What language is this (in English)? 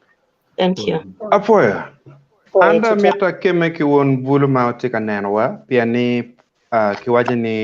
Acoli